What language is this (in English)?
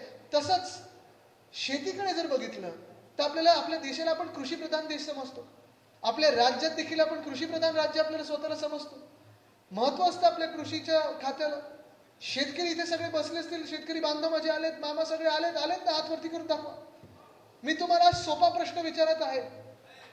Marathi